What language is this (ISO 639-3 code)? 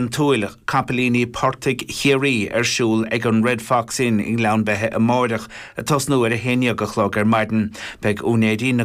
gle